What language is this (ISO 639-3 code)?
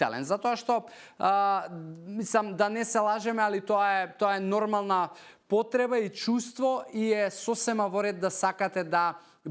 mkd